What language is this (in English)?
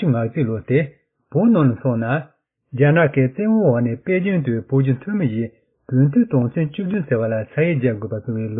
Tibetan